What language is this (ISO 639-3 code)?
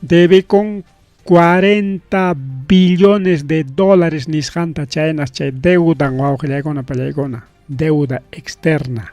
quy